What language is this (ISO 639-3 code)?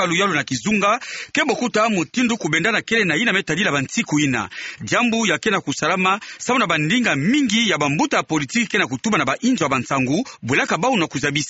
ktu